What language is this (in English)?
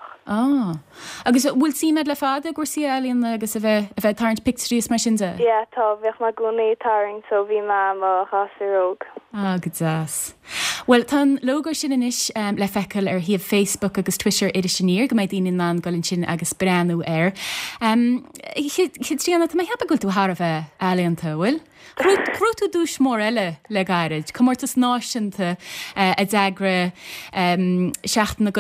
Irish